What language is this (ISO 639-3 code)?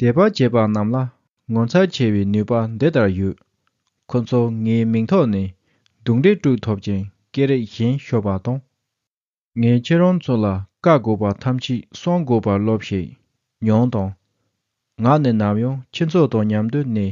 bod